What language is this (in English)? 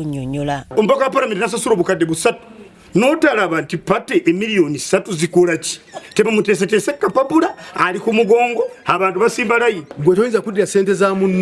Ganda